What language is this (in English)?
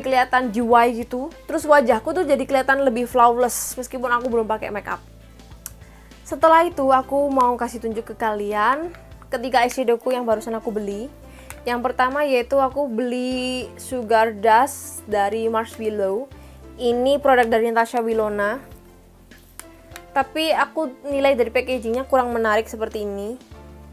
Indonesian